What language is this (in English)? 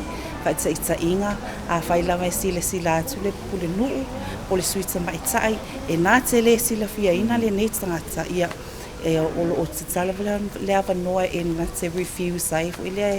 Samoan